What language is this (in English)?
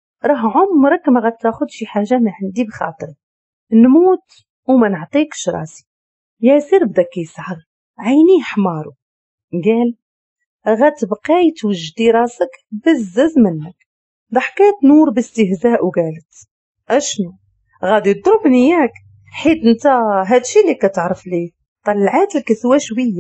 Moroccan Arabic